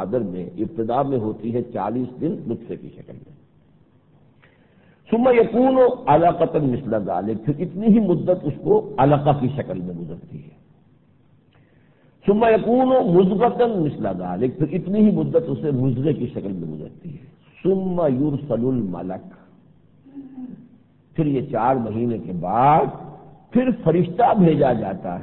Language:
Urdu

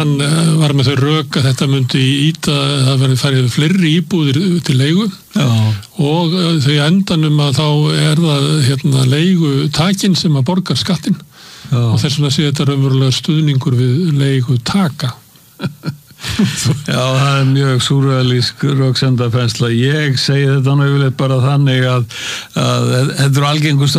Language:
Icelandic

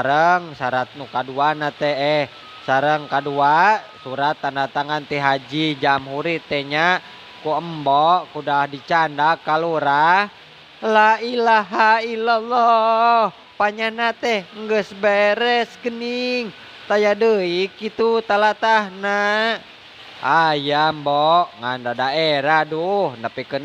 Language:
Sundanese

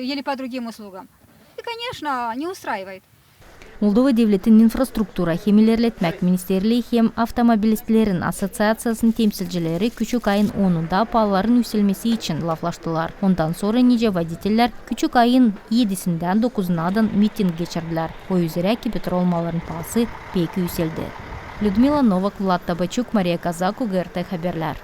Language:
Gagauz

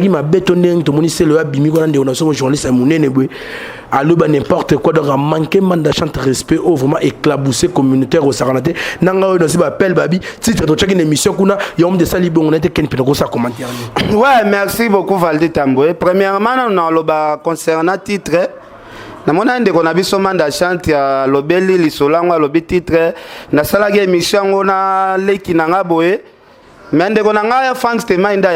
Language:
Lingala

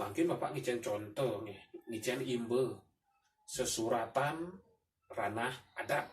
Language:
Balinese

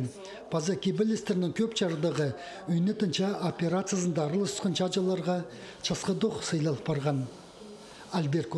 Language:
Khakas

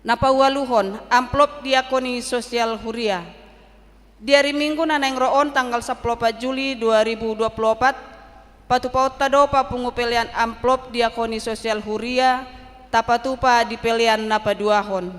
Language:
Batak Toba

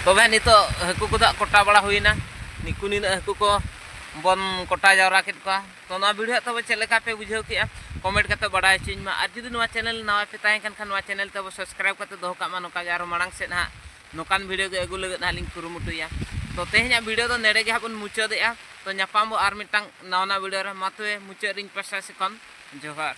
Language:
Santali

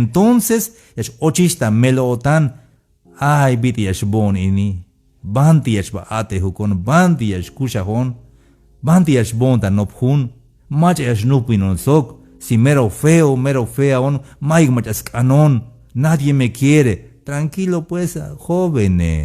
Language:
Tzeltal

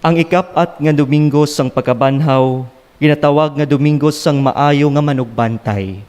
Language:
Hiligaynon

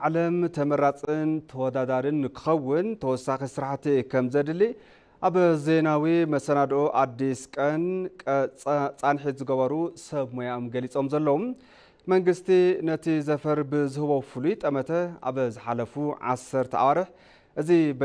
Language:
Tigrinya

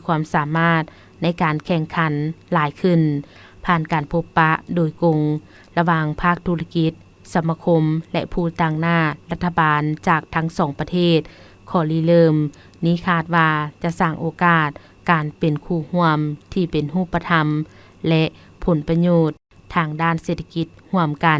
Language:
Lao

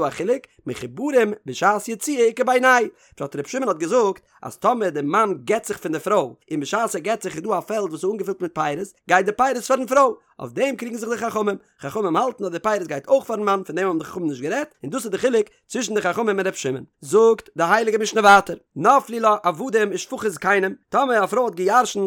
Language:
Yiddish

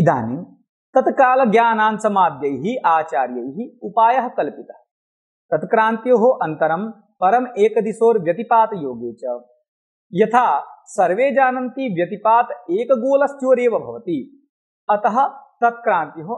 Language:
Sanskrit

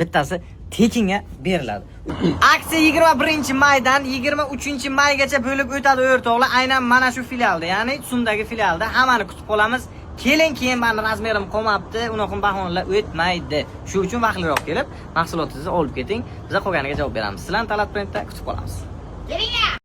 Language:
Uzbek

